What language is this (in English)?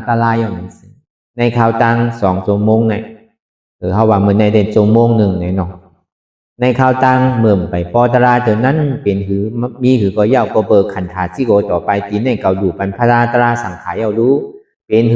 Shan